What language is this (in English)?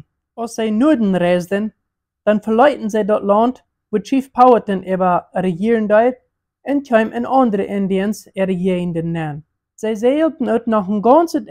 Plautdietsch